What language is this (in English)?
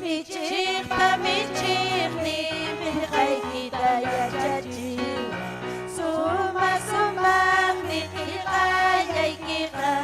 Ayacucho Quechua